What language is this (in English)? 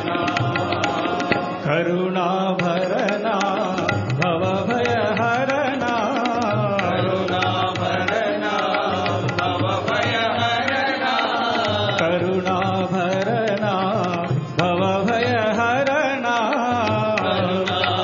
Telugu